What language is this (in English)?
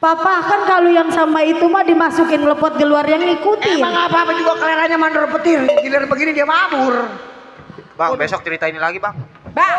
Betawi